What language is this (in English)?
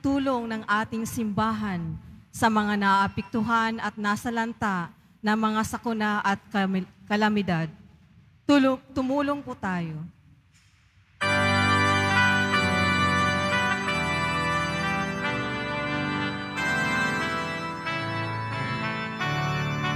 Filipino